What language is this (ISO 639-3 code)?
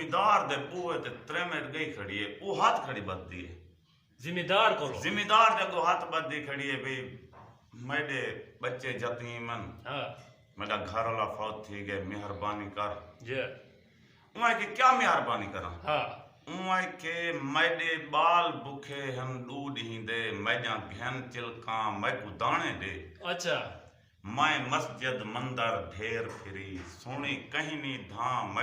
skr